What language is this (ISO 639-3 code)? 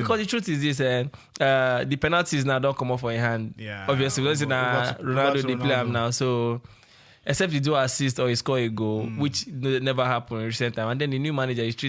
pcm